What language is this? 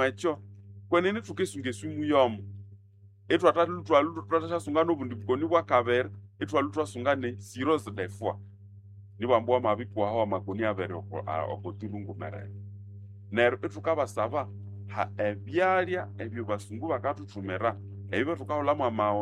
Nande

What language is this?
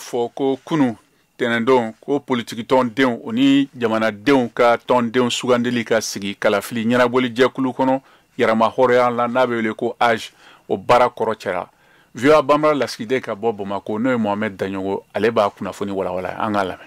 Bambara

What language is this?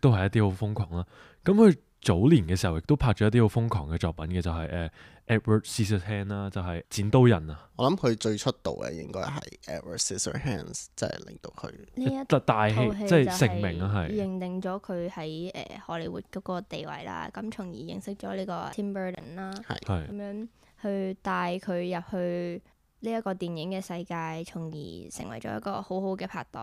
Cantonese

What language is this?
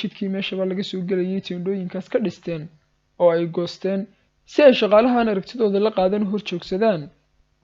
Somali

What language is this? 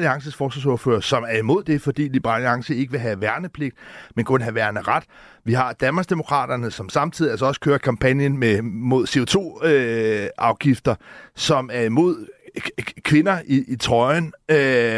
Danish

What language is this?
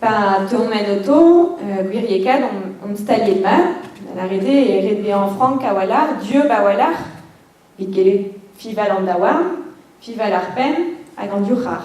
Breton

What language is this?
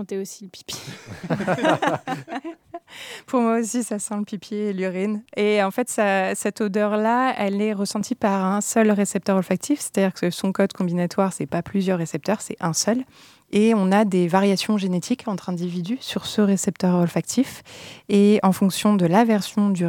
French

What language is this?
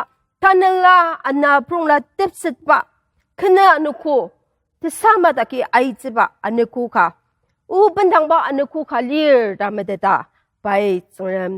Ao Naga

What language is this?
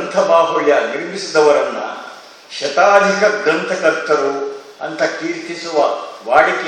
Kannada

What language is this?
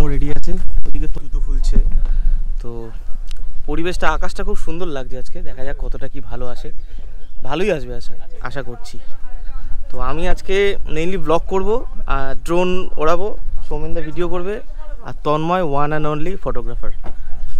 Bangla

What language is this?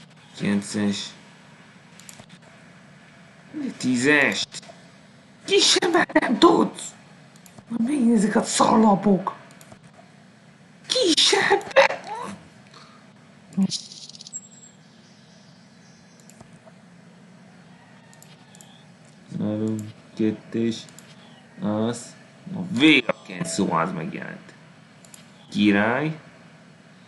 Hungarian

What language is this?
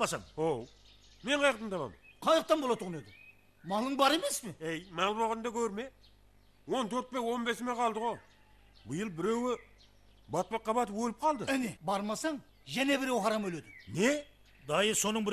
Kara-Kalpak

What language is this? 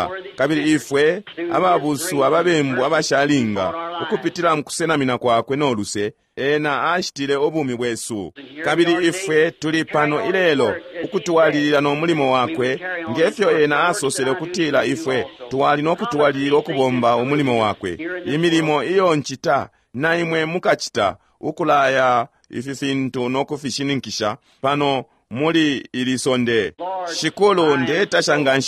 Bemba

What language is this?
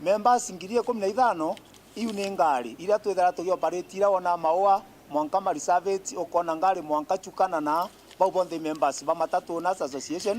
Meru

